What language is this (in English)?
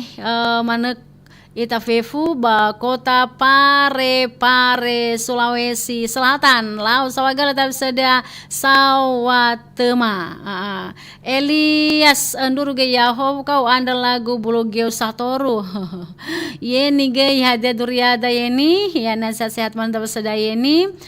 Nias